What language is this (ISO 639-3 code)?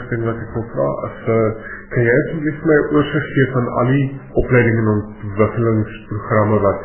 afr